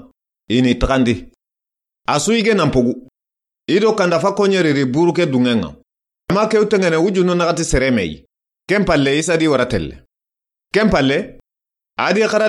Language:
Soninke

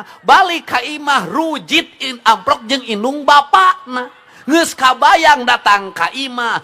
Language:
Sundanese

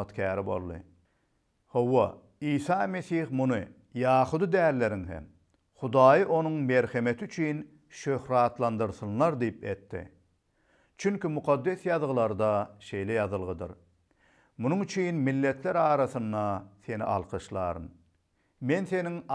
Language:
Turkmen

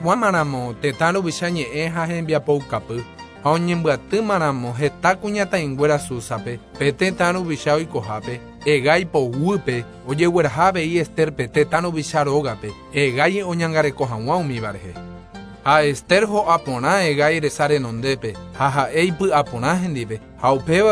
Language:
Guarani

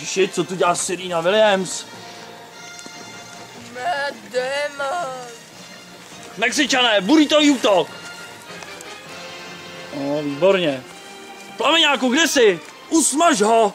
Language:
Czech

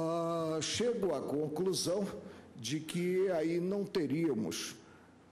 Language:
Portuguese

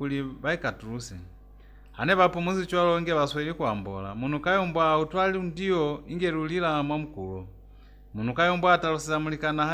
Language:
Lozi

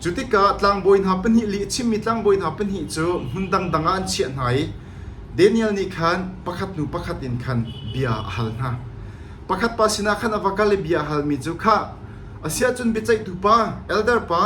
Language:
Hakha Chin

